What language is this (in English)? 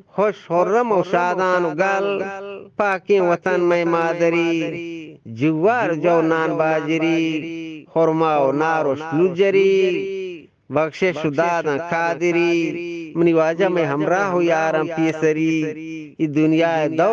Eastern Balochi